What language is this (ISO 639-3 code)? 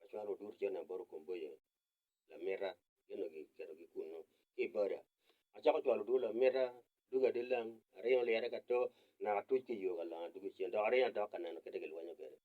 ach